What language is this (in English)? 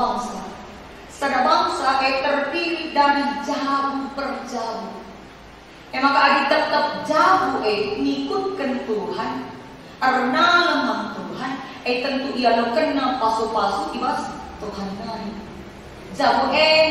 Batak Karo